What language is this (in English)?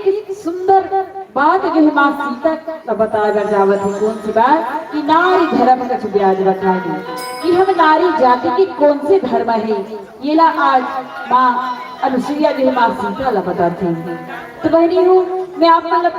Chhattisgarhi